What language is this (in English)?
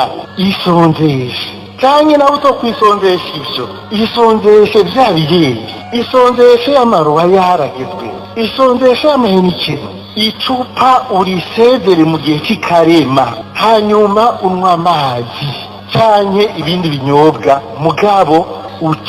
Rundi